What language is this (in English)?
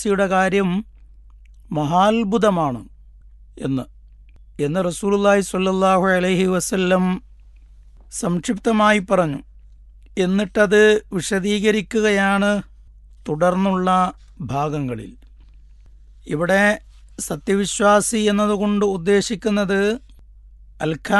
Malayalam